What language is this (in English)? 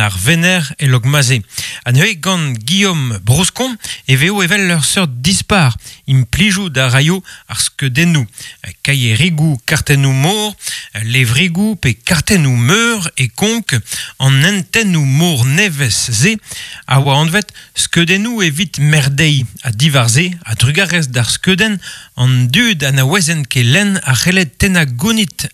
Breton